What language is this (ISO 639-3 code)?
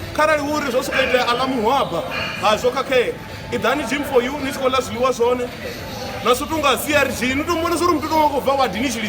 ven